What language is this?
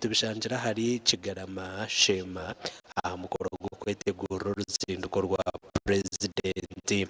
Nyankole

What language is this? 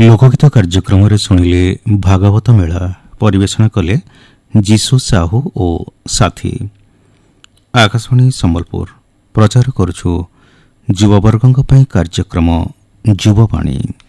Odia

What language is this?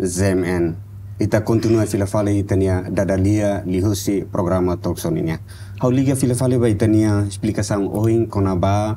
Tetum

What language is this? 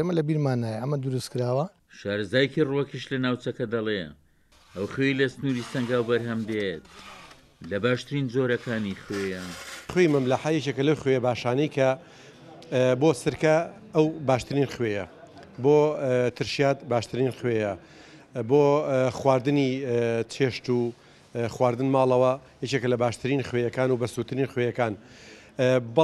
Central Kurdish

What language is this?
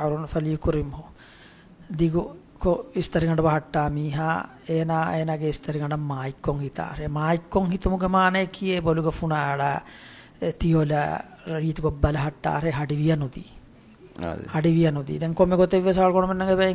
Divehi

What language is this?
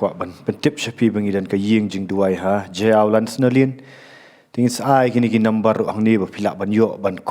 Khasi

